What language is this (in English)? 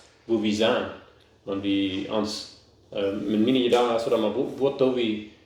Plautdietsch